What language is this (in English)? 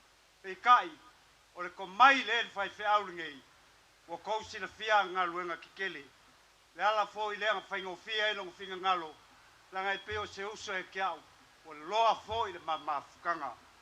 Samoan